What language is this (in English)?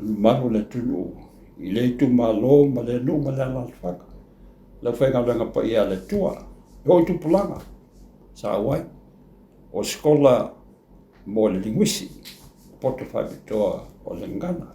Samoan